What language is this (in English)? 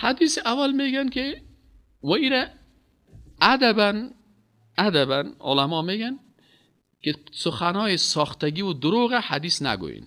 Persian